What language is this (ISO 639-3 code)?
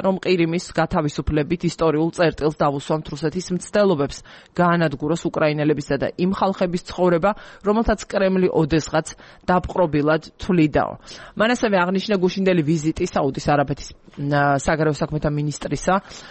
kat